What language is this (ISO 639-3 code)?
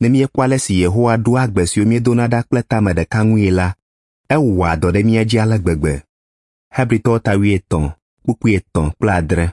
ewe